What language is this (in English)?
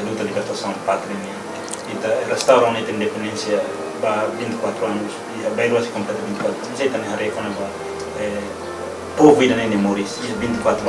Tetum